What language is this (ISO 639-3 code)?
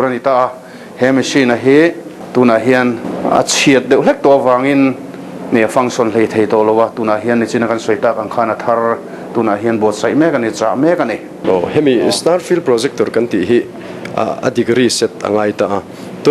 lus